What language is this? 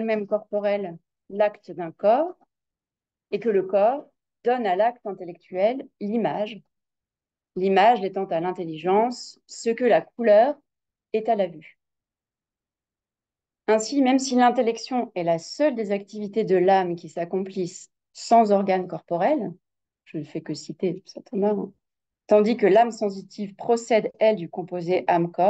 French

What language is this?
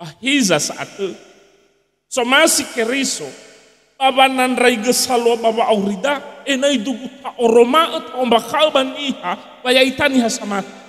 Nias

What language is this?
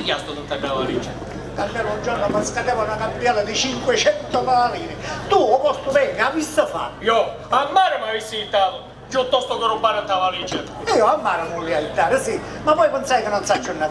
Sicilian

